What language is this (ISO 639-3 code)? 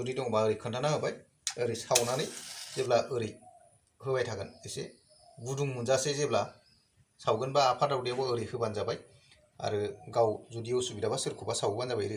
brx